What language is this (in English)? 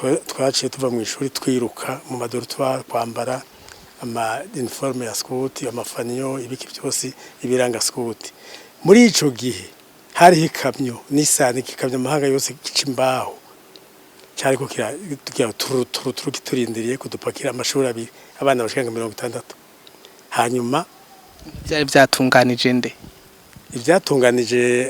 Rundi